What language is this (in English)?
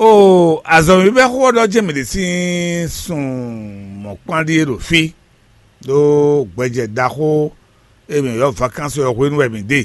Fon